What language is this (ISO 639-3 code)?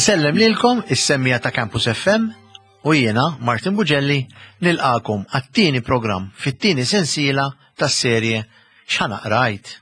mlt